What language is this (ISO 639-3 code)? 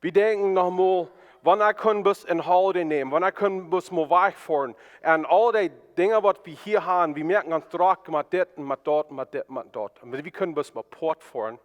pdt